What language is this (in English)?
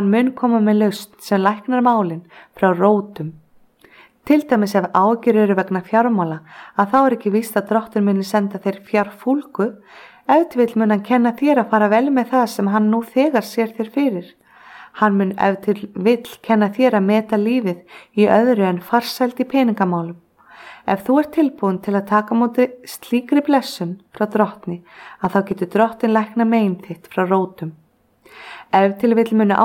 Icelandic